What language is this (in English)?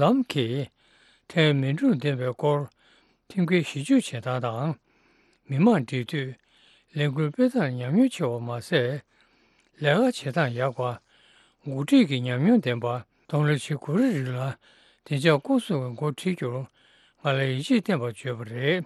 Tibetan